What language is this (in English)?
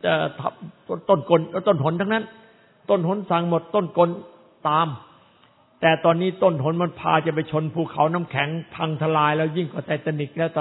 Thai